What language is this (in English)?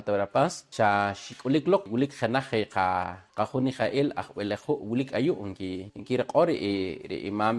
Poqomchi'